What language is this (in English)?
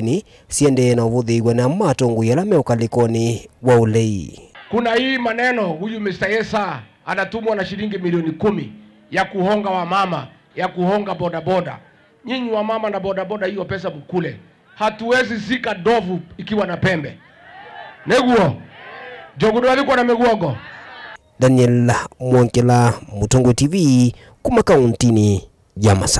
Kamba